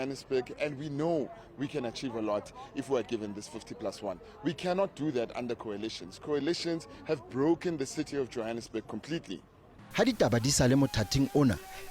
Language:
Northern Sotho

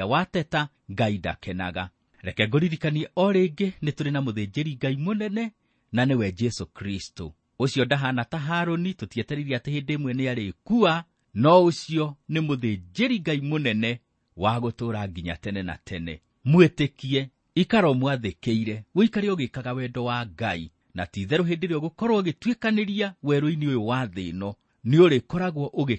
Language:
Kikuyu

